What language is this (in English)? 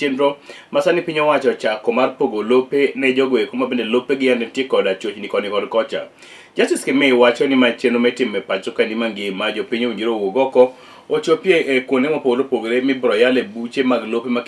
Luo (Kenya and Tanzania)